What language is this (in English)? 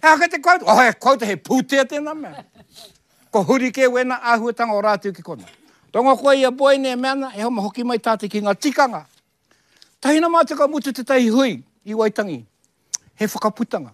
Māori